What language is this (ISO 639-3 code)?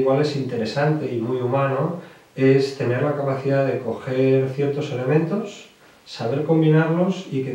spa